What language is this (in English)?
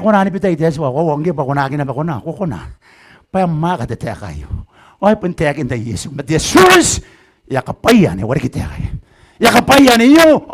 Gilbertese